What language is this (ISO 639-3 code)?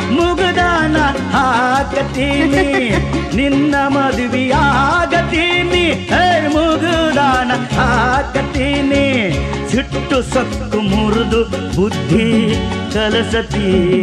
kan